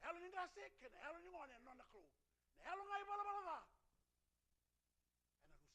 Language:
Fijian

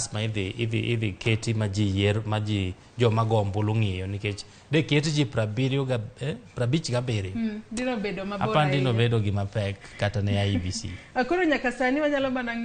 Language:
Luo (Kenya and Tanzania)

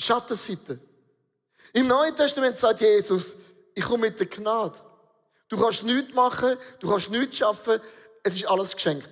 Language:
Swiss German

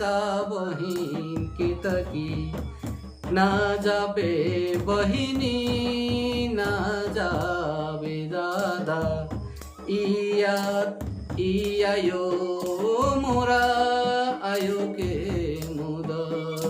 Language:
Sadri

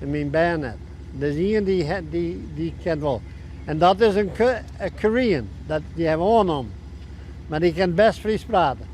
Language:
Western Frisian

